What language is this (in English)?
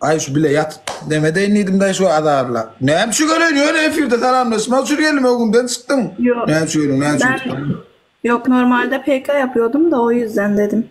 Turkmen